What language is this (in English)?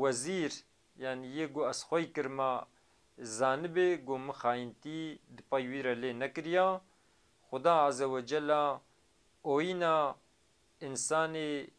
Kurdish